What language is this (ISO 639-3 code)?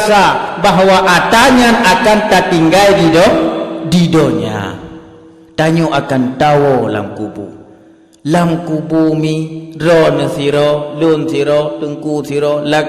ace